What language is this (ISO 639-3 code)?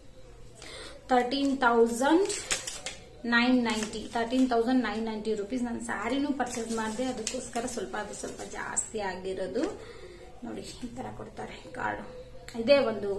kan